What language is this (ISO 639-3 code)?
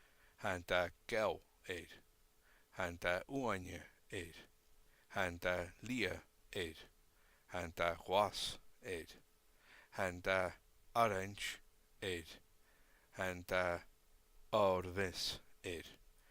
gla